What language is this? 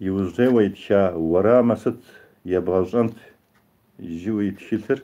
Kabardian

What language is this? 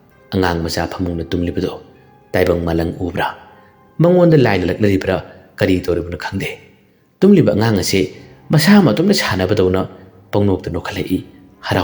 Manipuri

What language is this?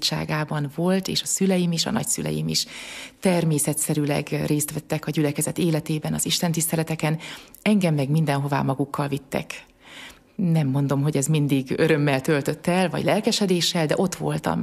Hungarian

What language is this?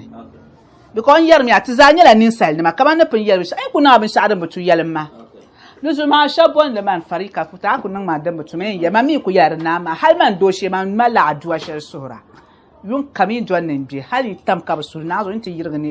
Dagbani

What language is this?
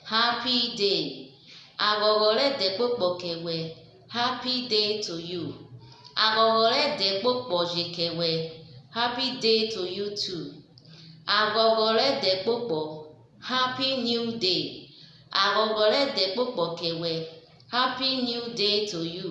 Urhobo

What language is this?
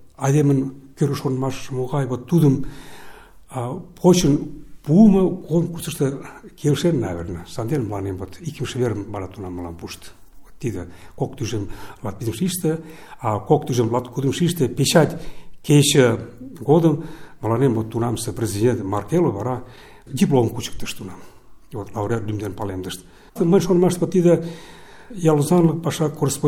Mari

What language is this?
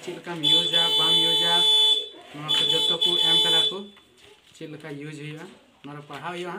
Santali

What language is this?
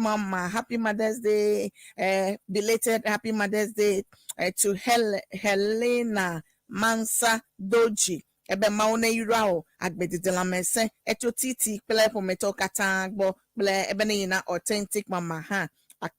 Ewe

